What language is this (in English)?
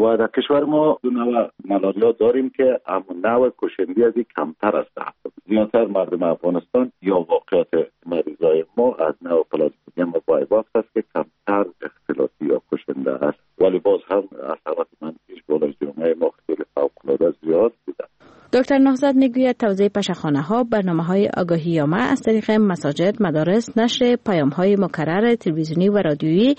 Persian